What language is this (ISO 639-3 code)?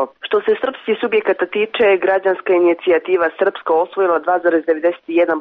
srp